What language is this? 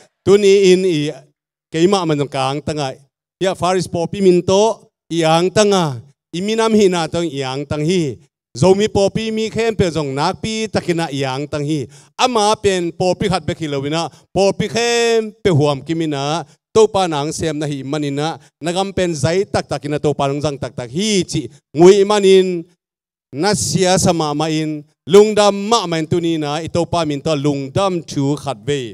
Tedim Chin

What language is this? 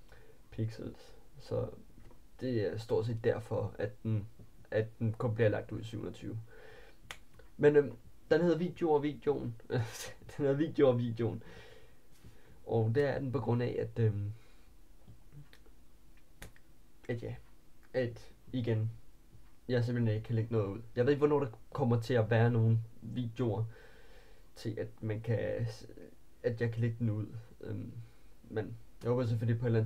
Danish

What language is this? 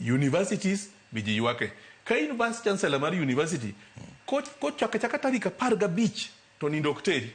Luo (Kenya and Tanzania)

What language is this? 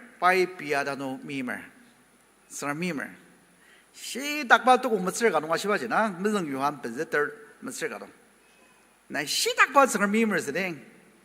Ao Naga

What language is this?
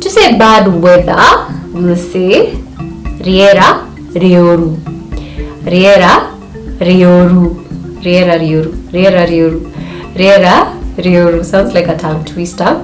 Kikuyu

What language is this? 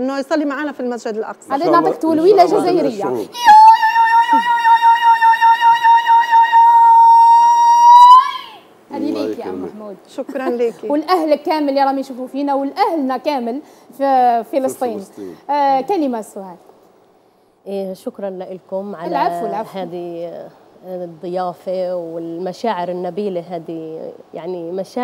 Algerian Arabic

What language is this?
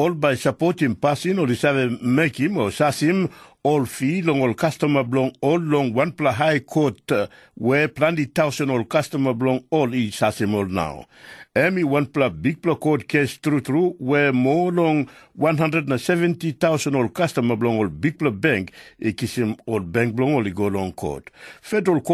Tok Pisin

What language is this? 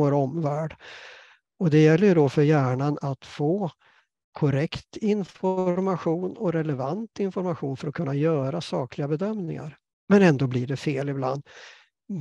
Swedish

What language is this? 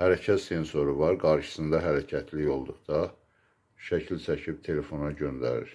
Azerbaijani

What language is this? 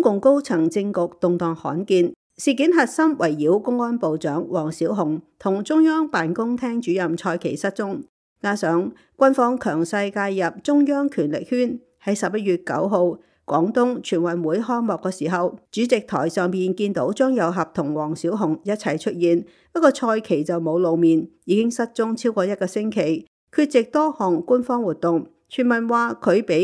Cantonese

